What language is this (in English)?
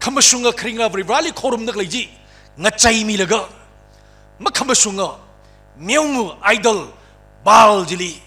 Tangkhul Naga (India)